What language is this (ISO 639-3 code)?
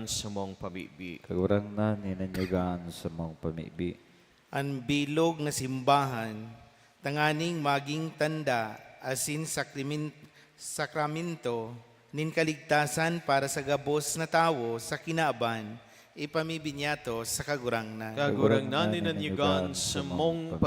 bik